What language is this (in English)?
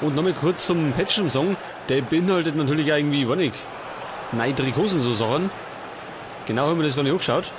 Bavarian